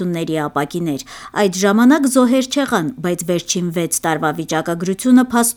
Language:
Armenian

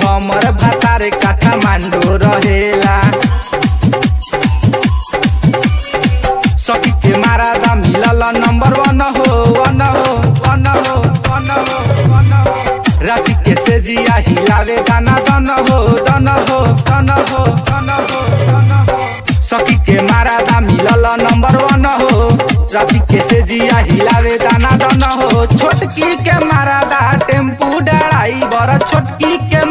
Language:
Bhojpuri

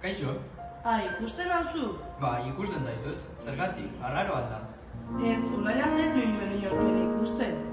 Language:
Basque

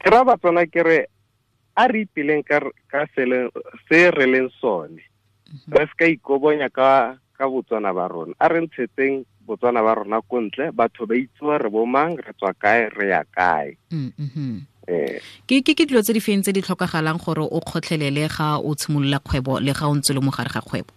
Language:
Tswana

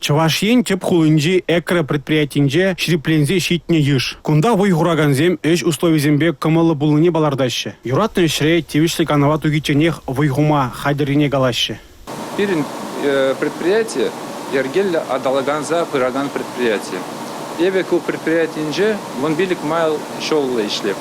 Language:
Chuvash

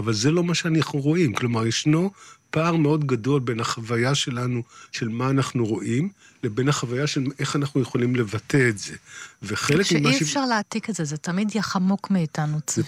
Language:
Hebrew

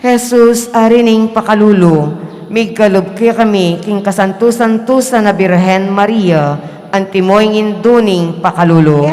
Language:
Pampanga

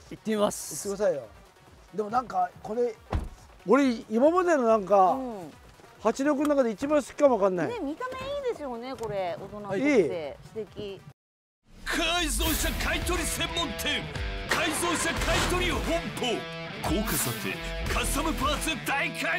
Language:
Japanese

